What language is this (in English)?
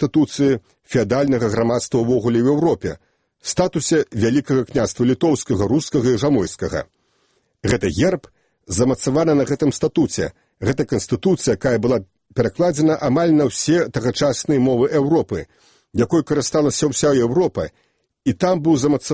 Belarusian